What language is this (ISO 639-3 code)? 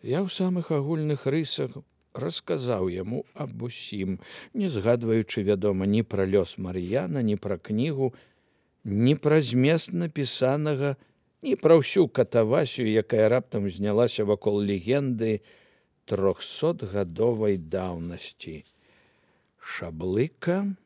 bel